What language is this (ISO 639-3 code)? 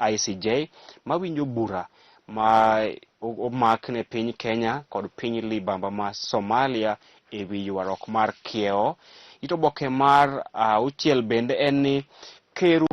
luo